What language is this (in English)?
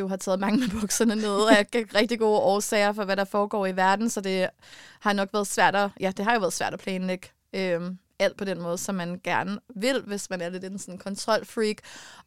Danish